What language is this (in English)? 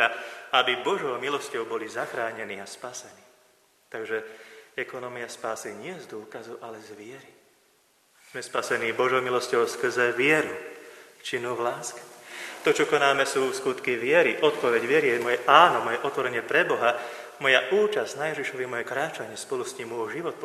Slovak